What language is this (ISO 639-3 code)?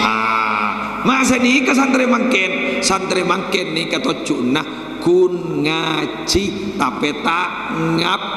mad